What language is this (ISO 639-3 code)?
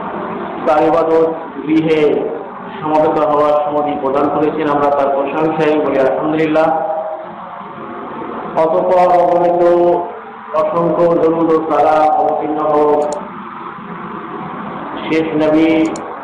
ben